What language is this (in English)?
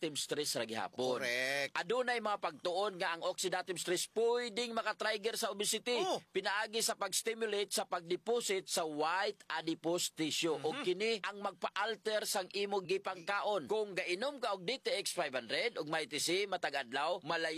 Cebuano